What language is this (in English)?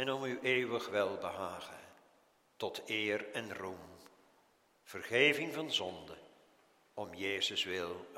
Dutch